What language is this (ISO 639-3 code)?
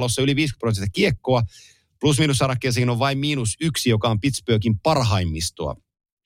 fin